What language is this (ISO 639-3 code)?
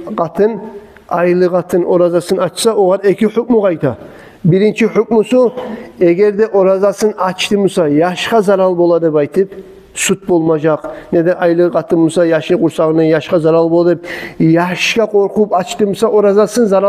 kum